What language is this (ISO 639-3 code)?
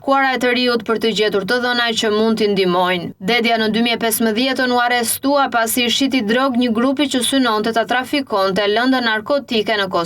sqi